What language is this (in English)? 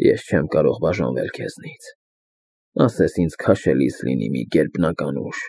Armenian